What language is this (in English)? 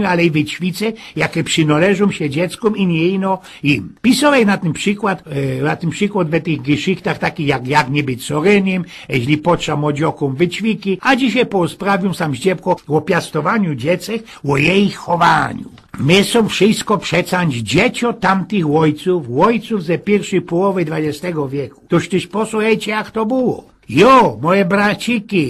Silesian